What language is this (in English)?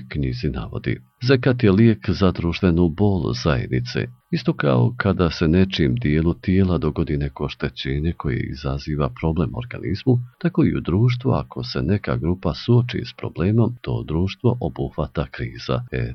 Bosnian